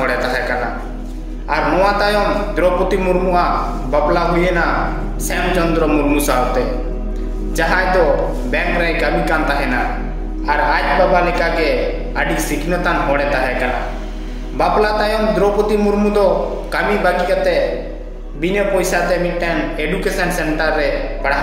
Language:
Santali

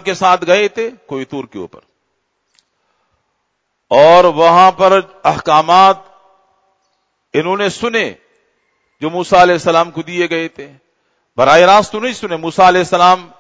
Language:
Urdu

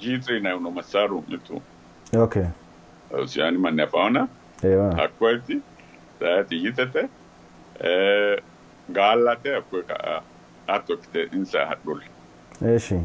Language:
Sidamo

